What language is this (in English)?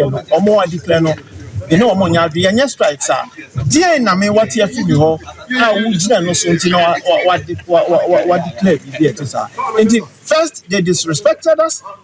Akan